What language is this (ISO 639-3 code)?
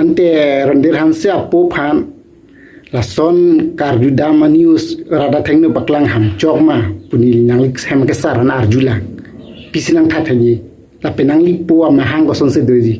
mjw